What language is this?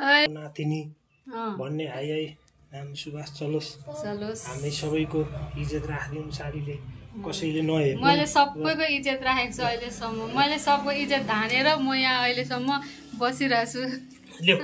Nepali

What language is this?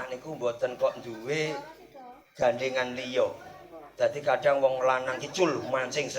Javanese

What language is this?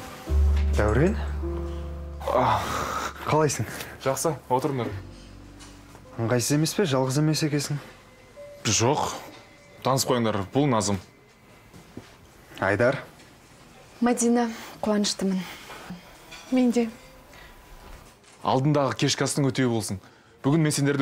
Kazakh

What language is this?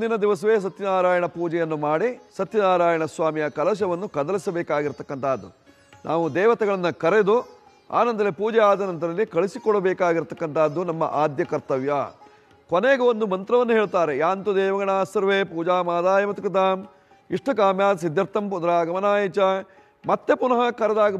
Kannada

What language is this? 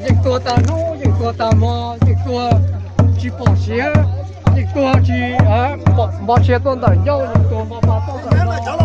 Hmong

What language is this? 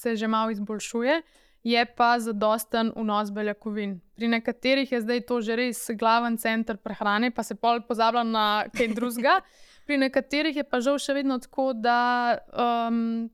Slovenian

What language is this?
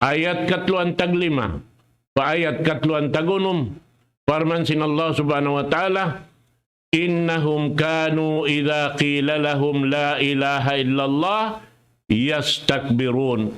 Tausug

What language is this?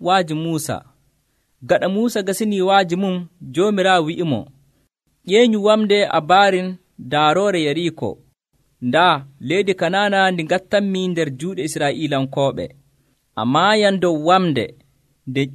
Nigerian Fulfulde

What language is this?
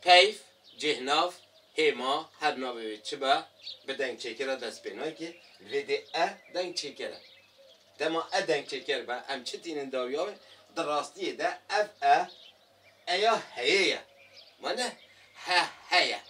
Kurdish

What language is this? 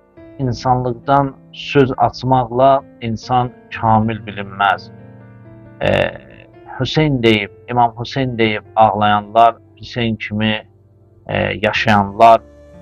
Azerbaijani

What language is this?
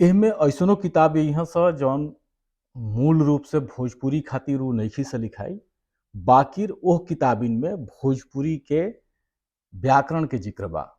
Bhojpuri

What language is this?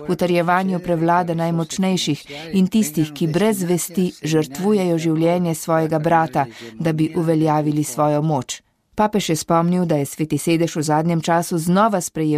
Slovenian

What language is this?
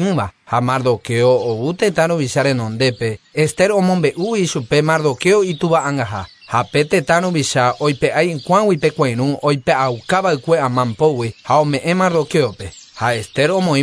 Guarani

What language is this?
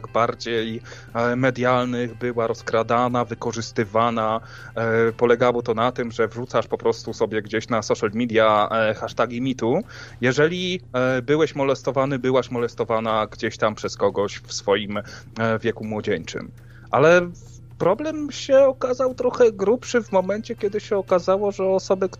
Polish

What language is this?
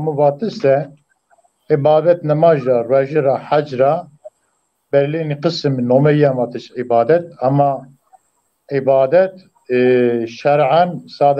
Zaza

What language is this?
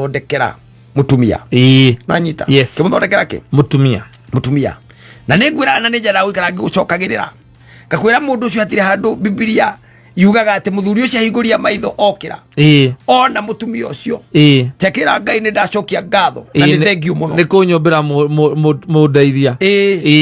Kikuyu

